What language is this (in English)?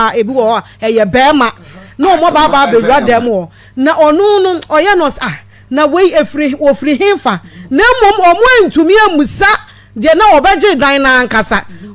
Akan